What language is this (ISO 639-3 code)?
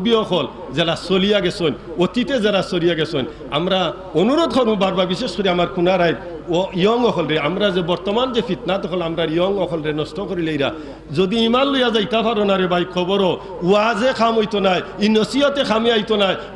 syl